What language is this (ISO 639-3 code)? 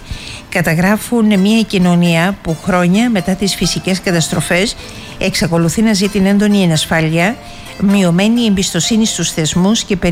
ell